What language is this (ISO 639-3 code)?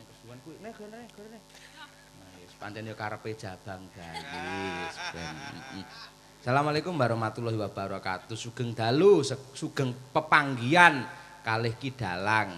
jav